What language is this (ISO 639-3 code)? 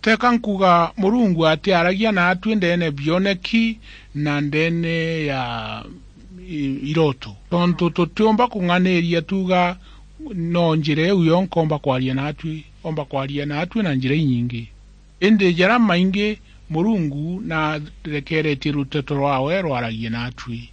mer